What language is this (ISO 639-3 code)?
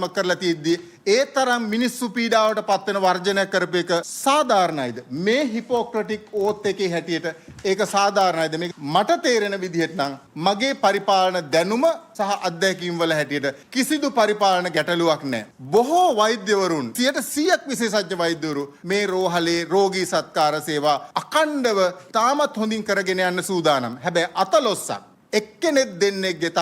sin